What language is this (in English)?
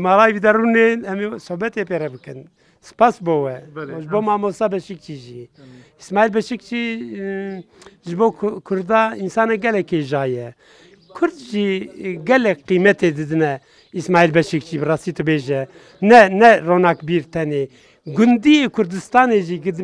Kurdish